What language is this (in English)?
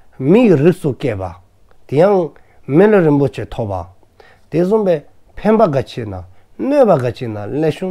Dzongkha